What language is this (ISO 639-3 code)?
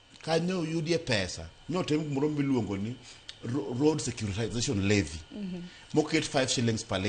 luo